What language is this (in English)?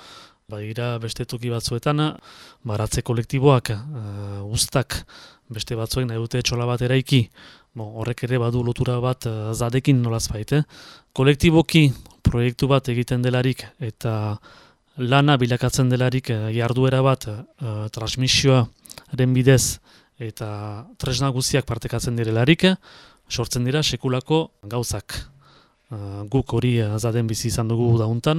Basque